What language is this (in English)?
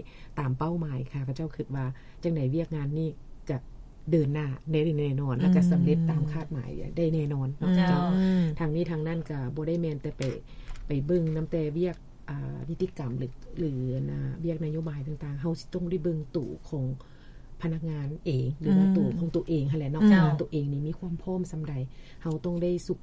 Lao